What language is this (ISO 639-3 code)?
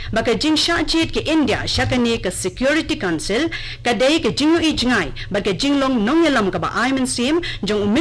kha